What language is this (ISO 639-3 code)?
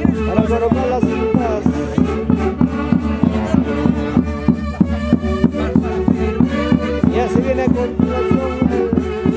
spa